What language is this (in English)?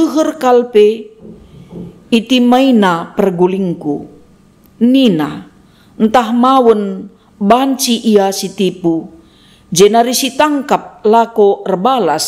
Batak Karo